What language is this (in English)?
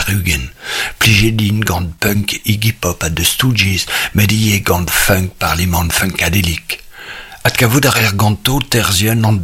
Breton